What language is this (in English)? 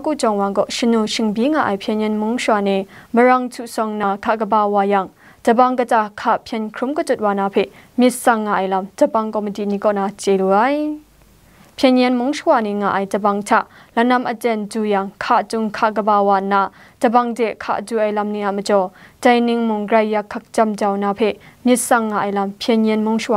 Kachin